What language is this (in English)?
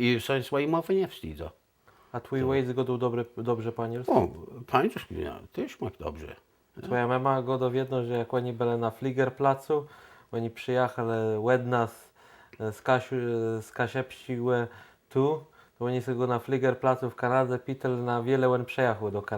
Kashubian